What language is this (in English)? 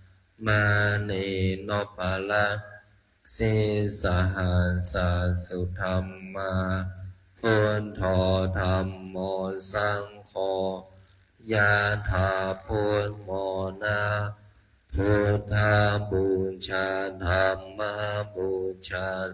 Pali